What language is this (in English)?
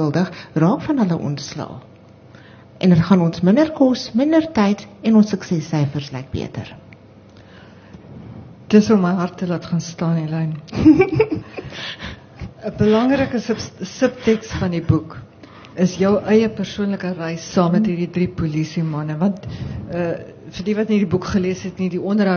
Afrikaans